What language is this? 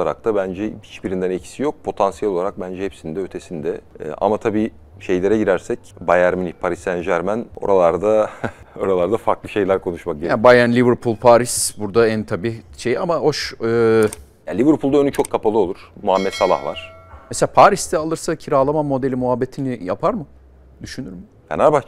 Turkish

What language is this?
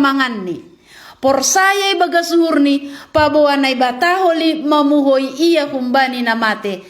Batak Simalungun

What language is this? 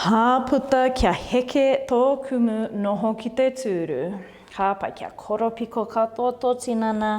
Māori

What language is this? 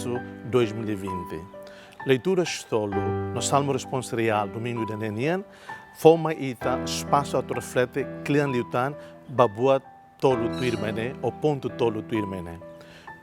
Tetum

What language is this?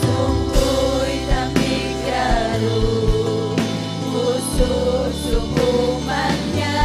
Ayacucho Quechua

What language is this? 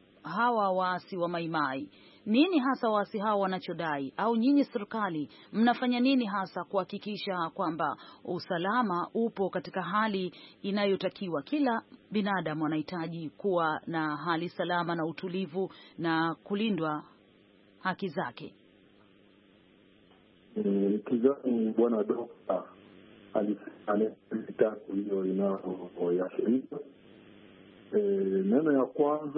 Swahili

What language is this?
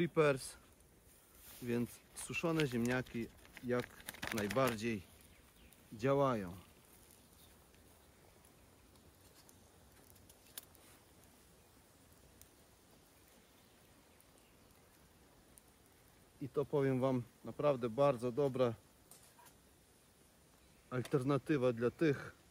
Polish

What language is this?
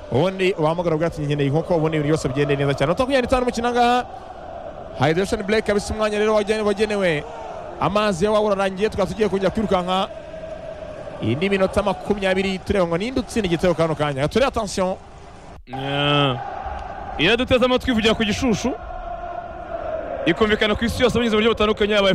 Kinyarwanda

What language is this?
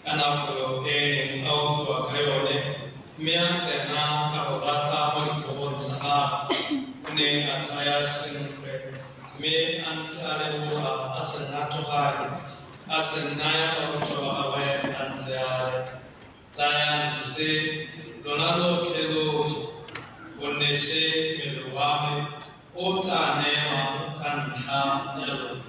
Tswana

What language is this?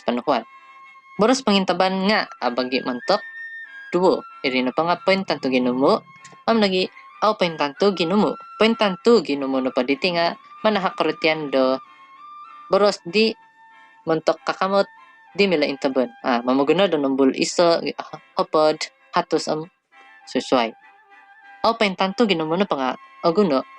Central Dusun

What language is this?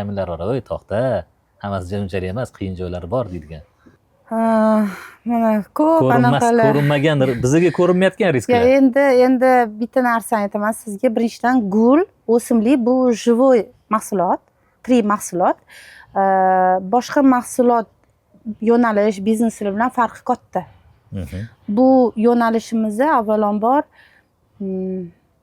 Uzbek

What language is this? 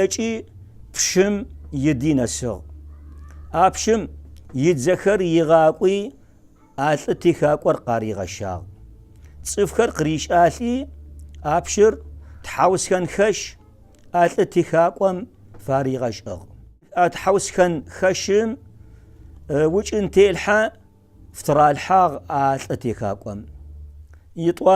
Adyghe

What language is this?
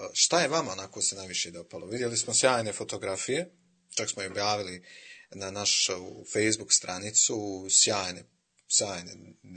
Croatian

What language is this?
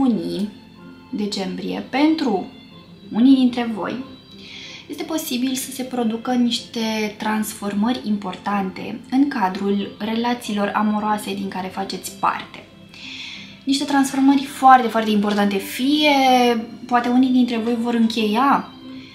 Romanian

